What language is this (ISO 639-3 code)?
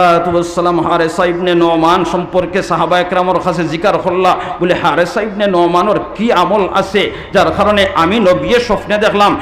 syl